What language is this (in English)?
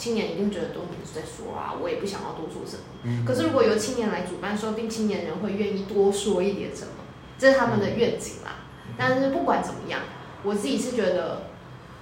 Chinese